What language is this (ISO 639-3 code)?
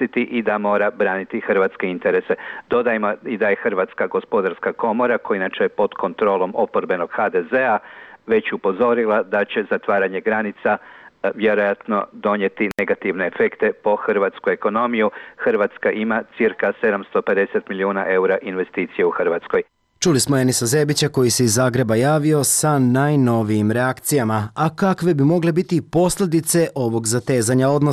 srp